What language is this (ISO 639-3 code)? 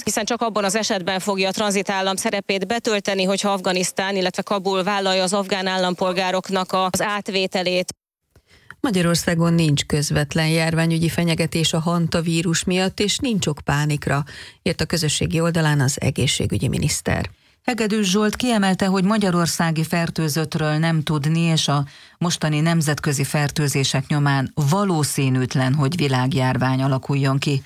hun